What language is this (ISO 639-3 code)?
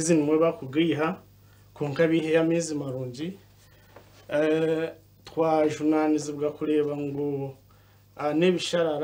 nyn